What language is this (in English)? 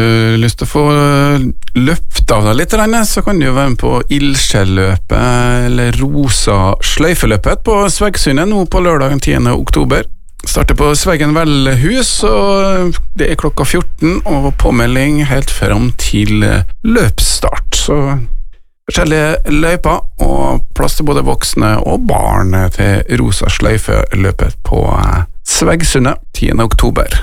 Norwegian